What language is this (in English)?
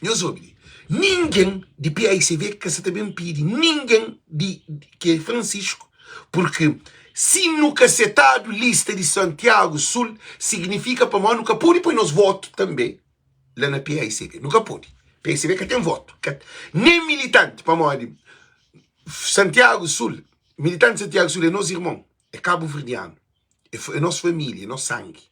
Kabuverdianu